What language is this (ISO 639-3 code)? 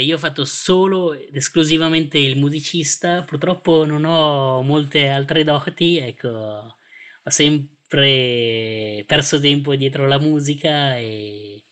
ita